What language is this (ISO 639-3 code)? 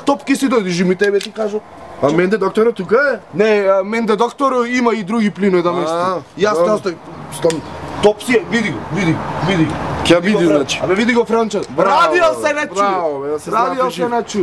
mkd